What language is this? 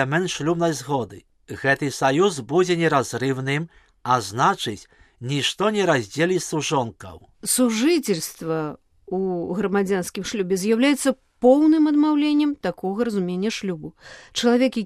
Belarusian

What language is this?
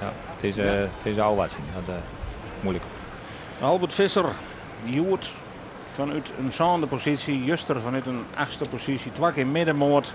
Western Frisian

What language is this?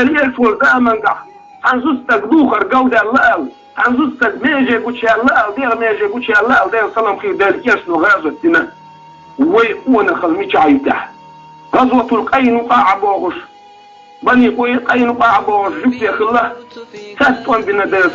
Chechen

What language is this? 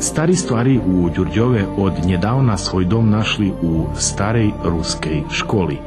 Rusyn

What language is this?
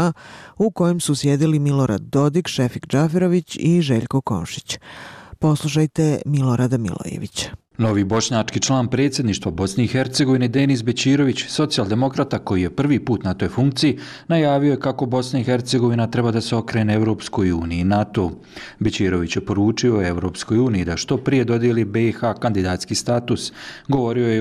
Bosnian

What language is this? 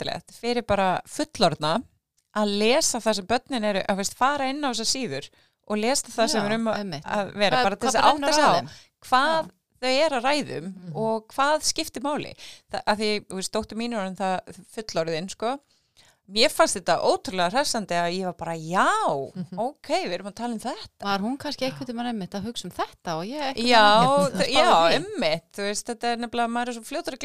Icelandic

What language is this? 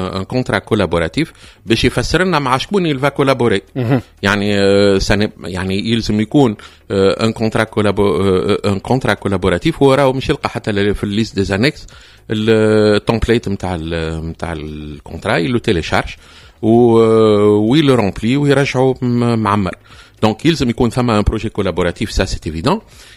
Tunisian Arabic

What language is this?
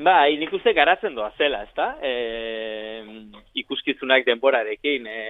Basque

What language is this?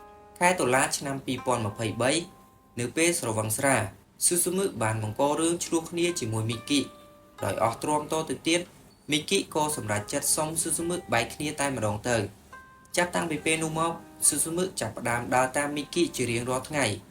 Khmer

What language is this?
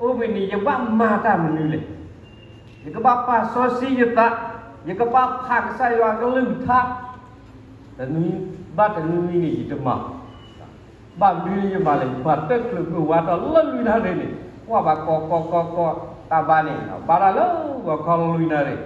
S'gaw Karen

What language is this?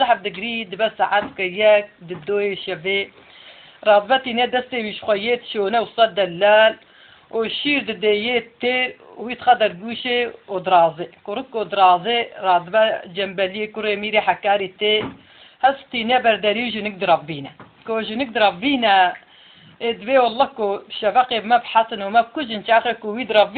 Kurdish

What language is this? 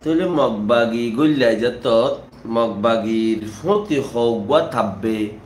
Rohingya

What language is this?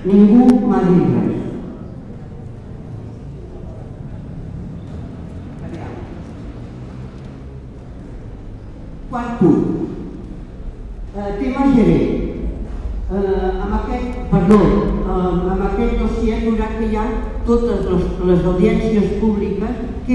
Catalan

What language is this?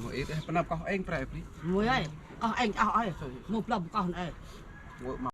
Central Mnong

